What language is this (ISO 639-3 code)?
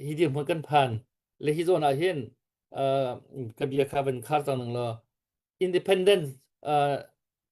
cnh